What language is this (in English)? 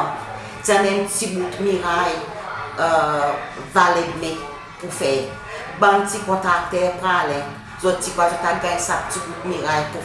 Seselwa Creole French